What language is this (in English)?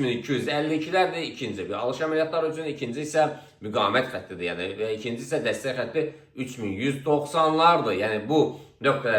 Azerbaijani